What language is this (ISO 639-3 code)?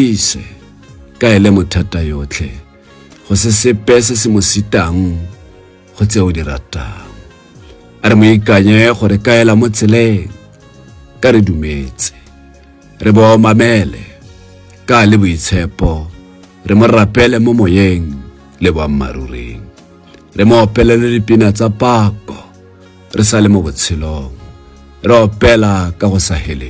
tsn